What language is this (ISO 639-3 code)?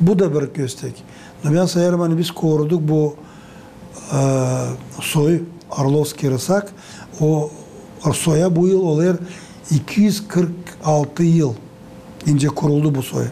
gag